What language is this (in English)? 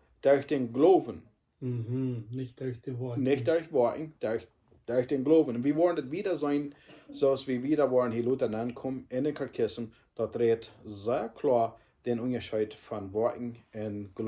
Plautdietsch